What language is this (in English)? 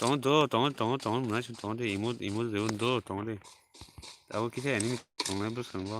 Kok Borok